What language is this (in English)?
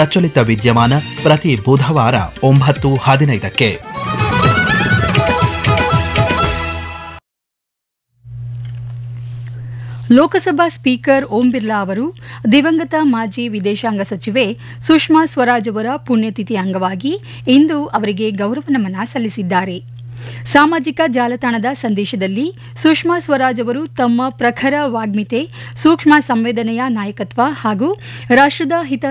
Kannada